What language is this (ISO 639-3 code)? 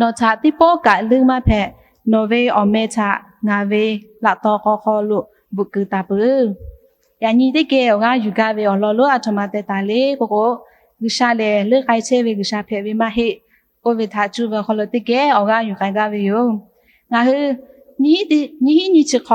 lhu